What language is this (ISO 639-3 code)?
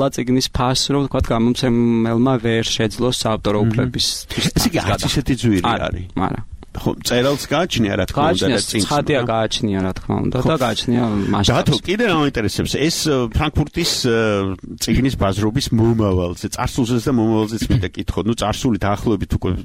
kat